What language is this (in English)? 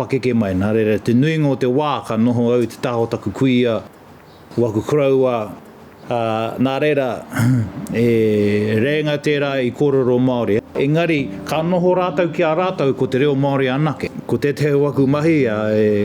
Māori